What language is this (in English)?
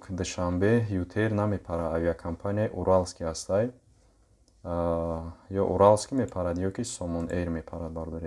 Tajik